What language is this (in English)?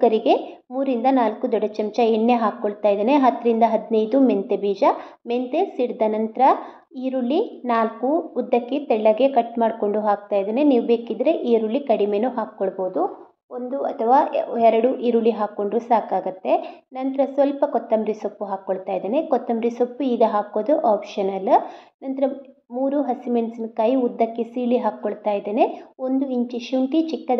Kannada